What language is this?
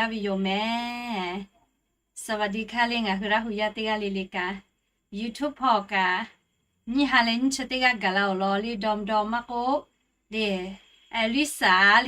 Lahu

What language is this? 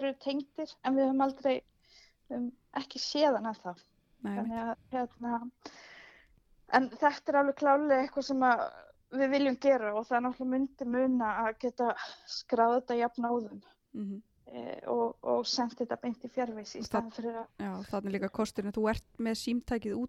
Icelandic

